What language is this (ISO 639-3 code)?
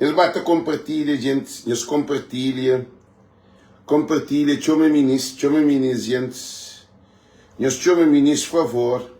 kea